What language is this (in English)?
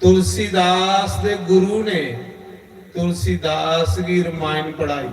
Dogri